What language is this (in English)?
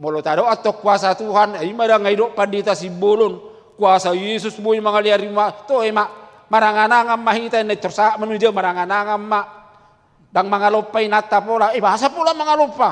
Batak Toba